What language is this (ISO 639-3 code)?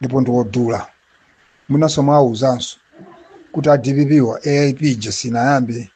nya